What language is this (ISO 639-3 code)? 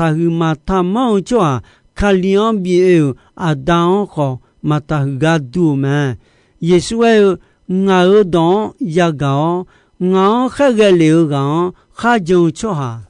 ahk